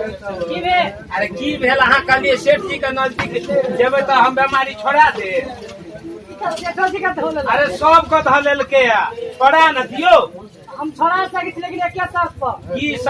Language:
Maithili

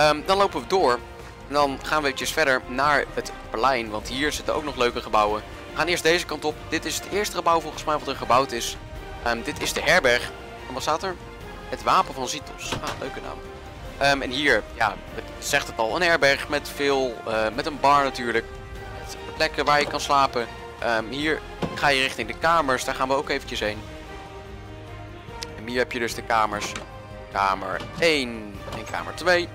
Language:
Dutch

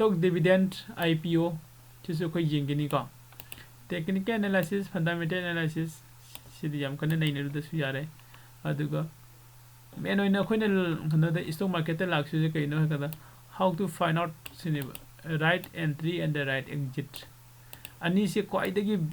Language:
Manipuri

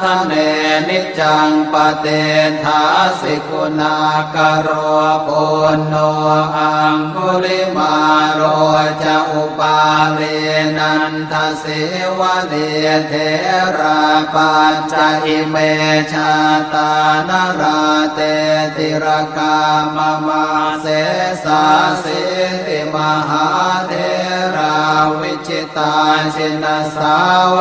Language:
Pali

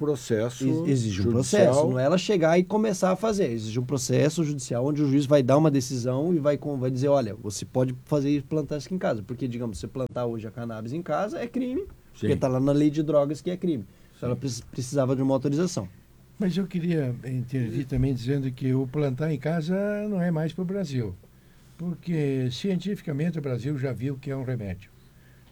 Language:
Portuguese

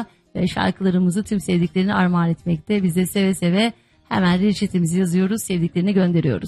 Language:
Turkish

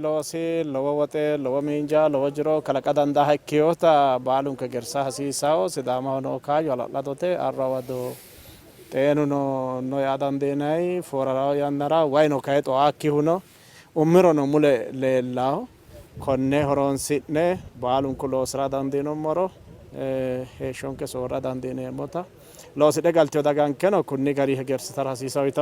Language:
Sidamo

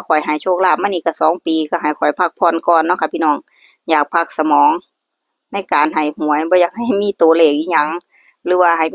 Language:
Northeastern Thai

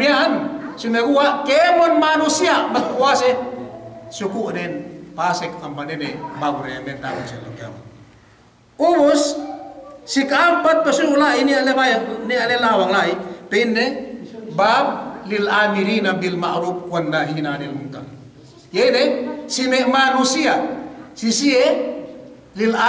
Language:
Yakan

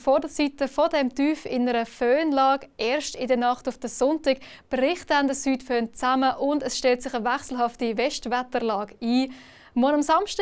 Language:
Swiss German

